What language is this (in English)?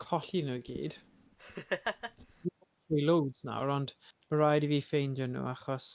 Welsh